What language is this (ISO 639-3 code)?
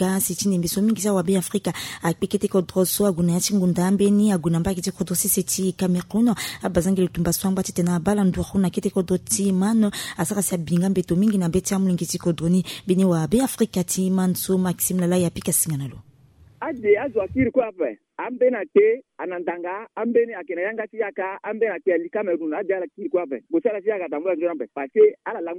sag